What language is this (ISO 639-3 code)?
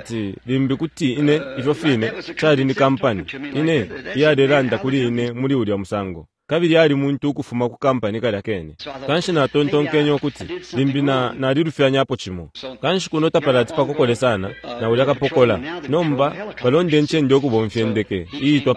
bem